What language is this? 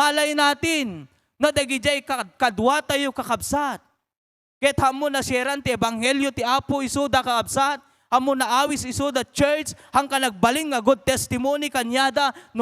Iloko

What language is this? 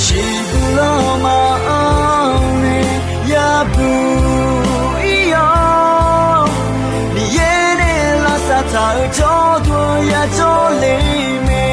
Akha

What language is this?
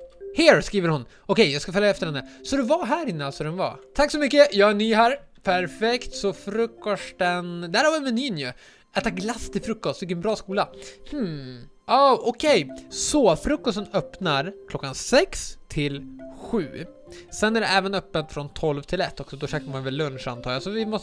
Swedish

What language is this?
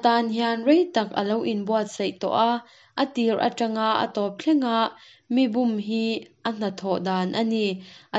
Mizo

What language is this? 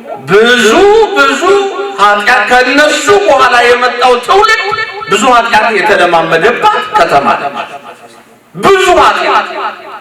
Amharic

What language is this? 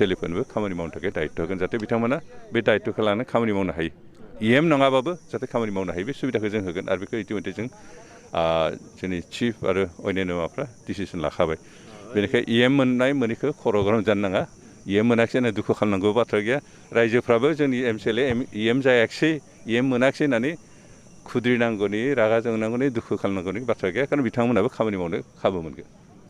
Bodo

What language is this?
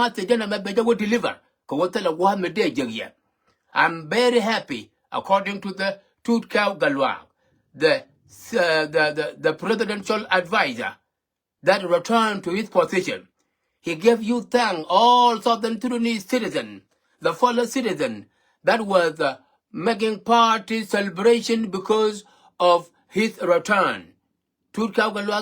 Nuer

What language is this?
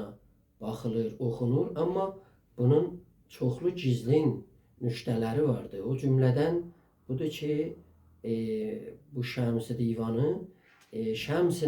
South Azerbaijani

